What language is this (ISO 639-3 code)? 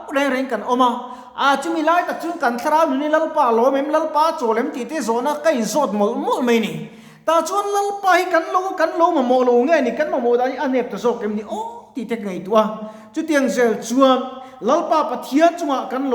lus